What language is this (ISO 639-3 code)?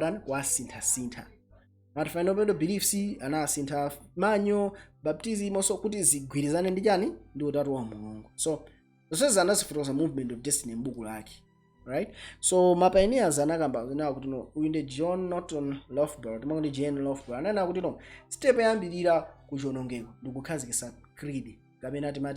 nya